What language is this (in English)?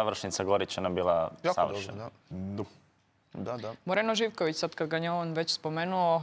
Croatian